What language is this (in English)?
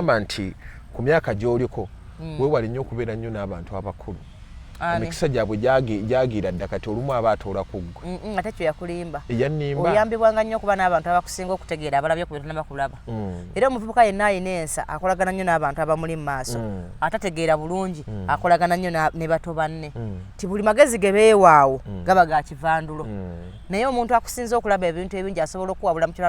Ganda